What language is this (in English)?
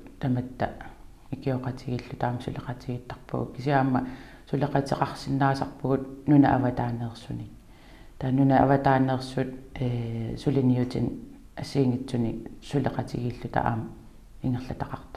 Kalaallisut